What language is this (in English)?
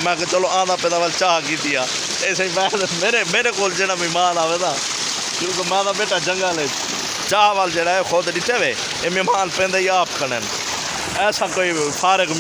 Saraiki